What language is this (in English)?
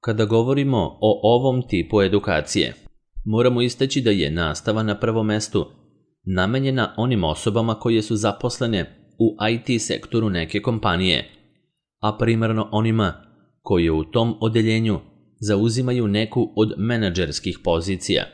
Serbian